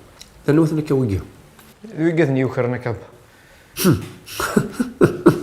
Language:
Kabyle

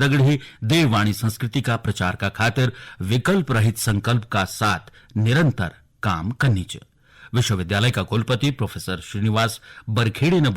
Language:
Garhwali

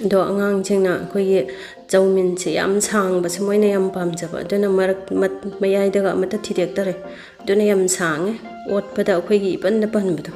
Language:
Manipuri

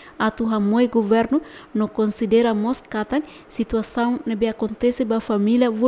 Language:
Tetum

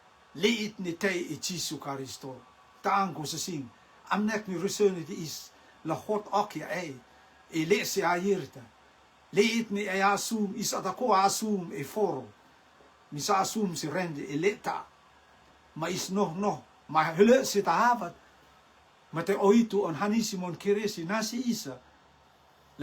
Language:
Rotuman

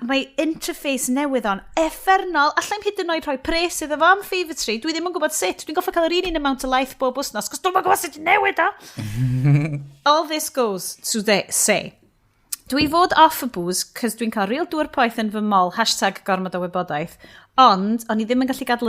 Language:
Welsh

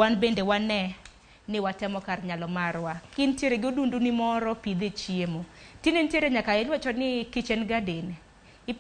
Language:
Luo (Kenya and Tanzania)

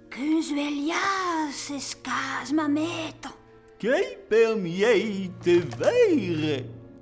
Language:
Occitan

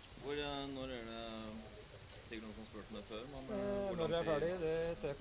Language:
Norwegian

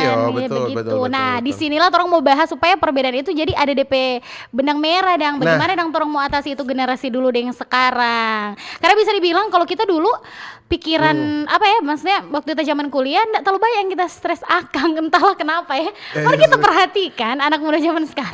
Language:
Manado Malay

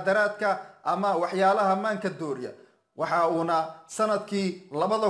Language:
Somali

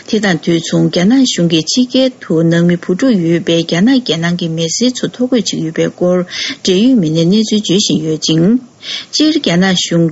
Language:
Tibetan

